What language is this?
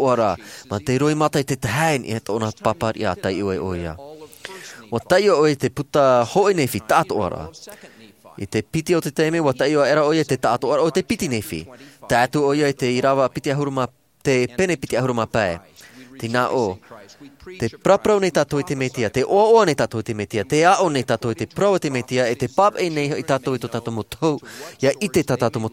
Tahitian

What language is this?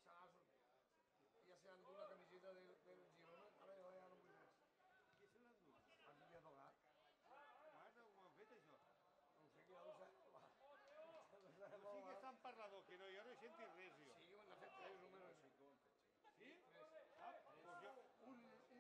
Catalan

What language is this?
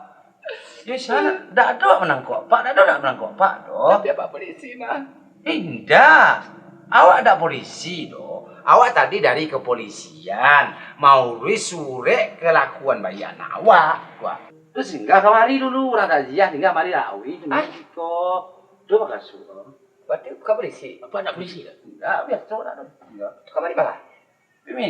Minangkabau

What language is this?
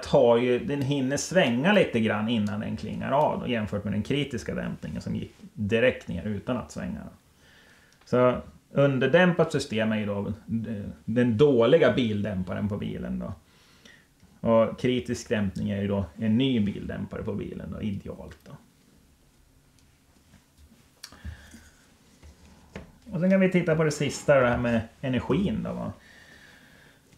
Swedish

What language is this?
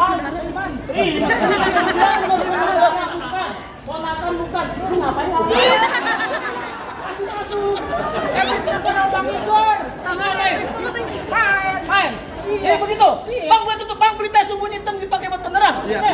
Betawi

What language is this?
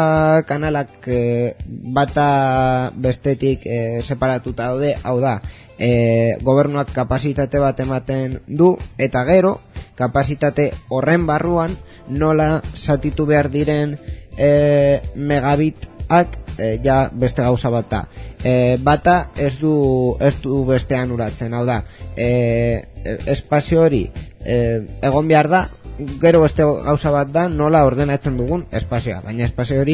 Basque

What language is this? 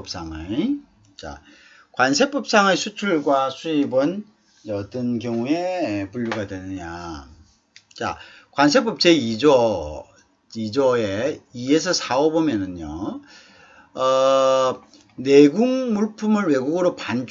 Korean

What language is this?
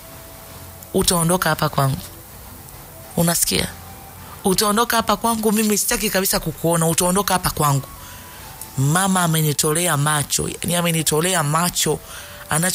Swahili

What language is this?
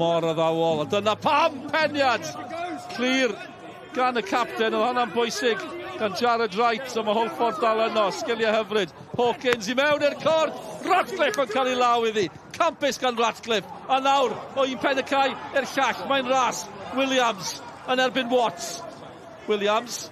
Welsh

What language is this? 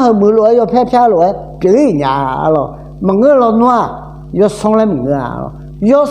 Akha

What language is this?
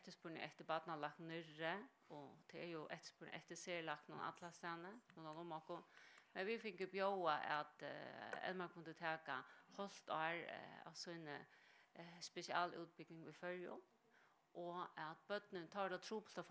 Faroese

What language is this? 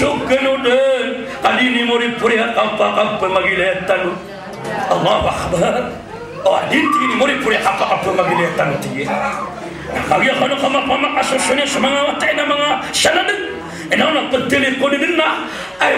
Maranao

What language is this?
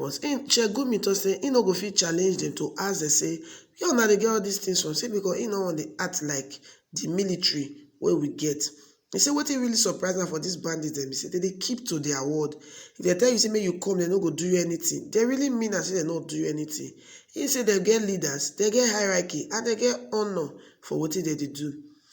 Nigerian Pidgin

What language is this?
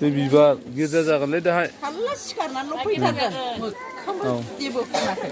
Bodo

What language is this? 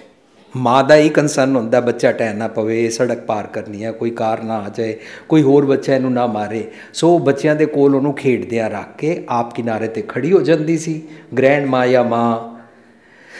Punjabi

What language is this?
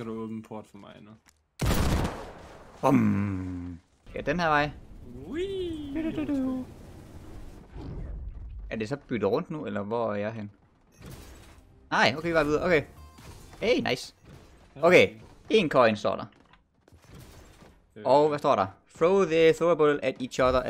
Danish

